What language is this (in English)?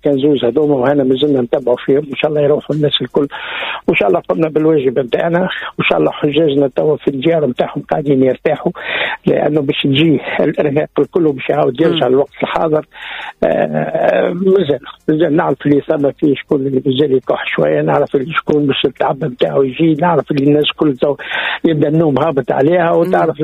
Tunisian Arabic